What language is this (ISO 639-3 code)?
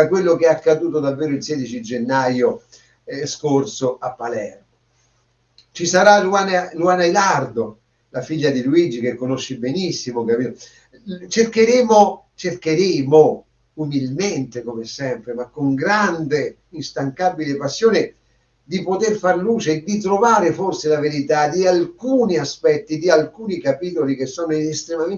ita